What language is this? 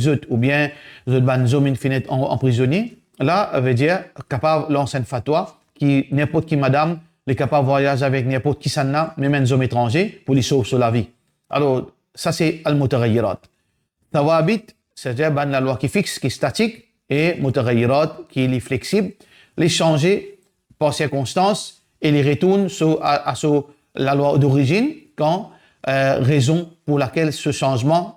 Morisyen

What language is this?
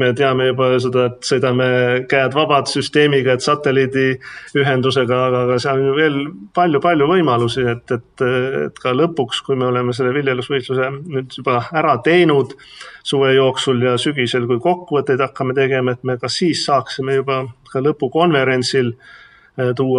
Estonian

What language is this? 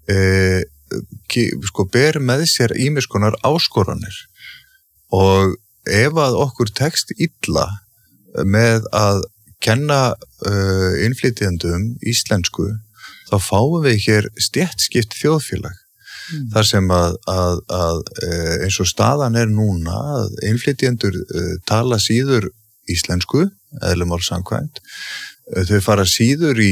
Icelandic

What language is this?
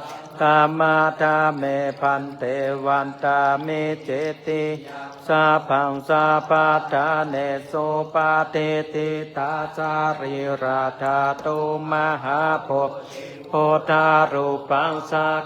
Pali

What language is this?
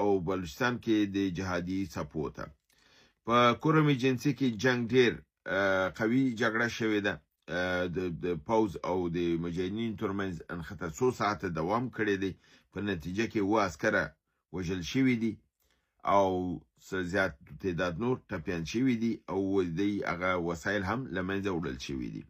Pashto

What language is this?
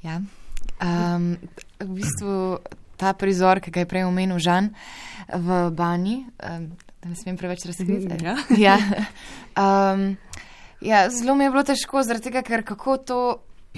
Slovenian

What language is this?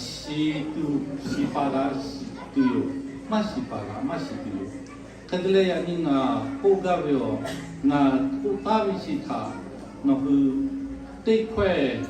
Lahu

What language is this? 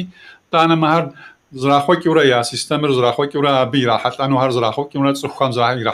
Kabardian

